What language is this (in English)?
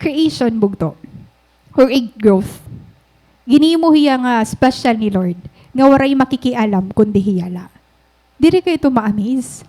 Waray